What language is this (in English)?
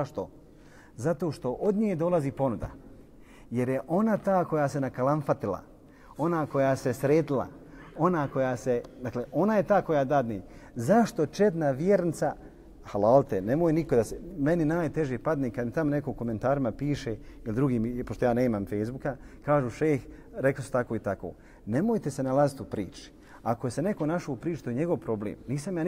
Bosnian